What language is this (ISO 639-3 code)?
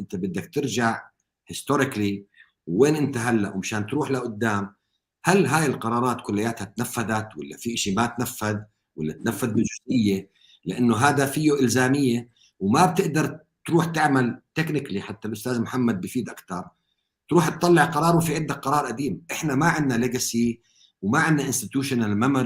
apc